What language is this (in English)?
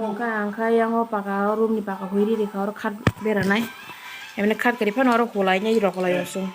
Kok Borok